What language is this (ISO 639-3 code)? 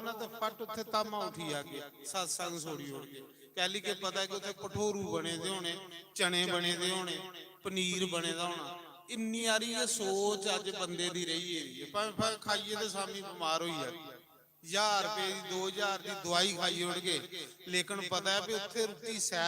doi